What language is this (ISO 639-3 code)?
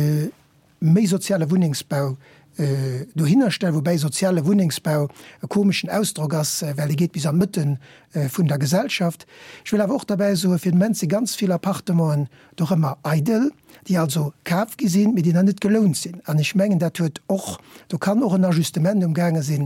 ltz